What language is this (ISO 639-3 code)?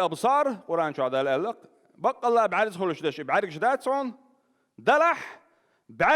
che